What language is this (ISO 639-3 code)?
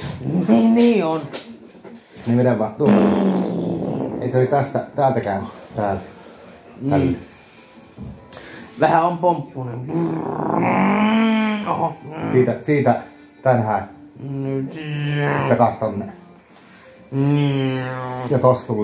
fin